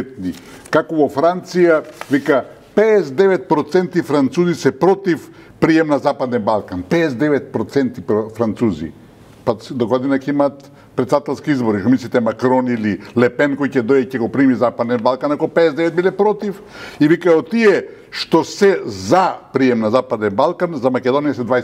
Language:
Macedonian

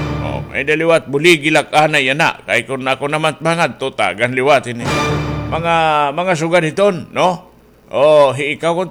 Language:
Waray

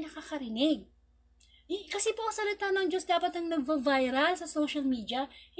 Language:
Filipino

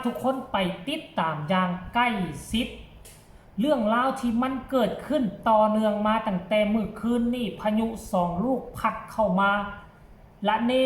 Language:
Northeastern Thai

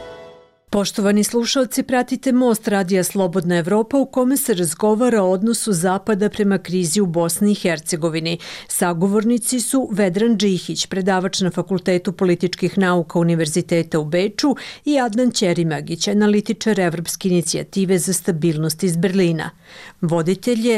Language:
Bosnian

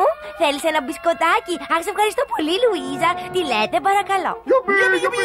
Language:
Greek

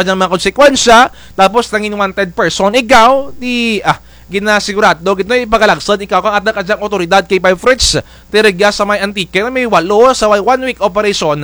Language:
Kinaray-a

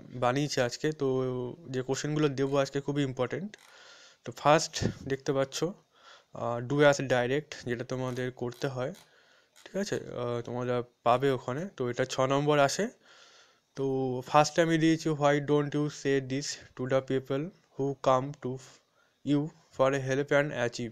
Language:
Bangla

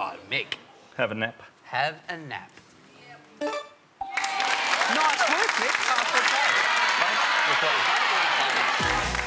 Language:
English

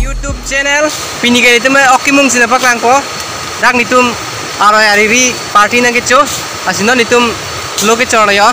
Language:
Karbi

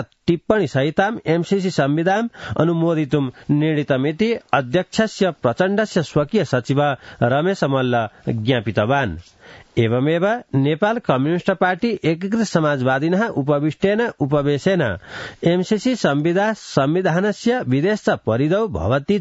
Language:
Sanskrit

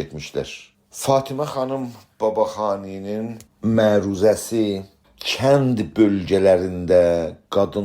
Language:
South Azerbaijani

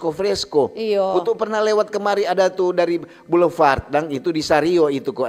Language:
Manado Malay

